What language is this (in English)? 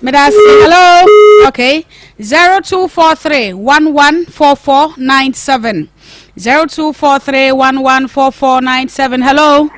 Akan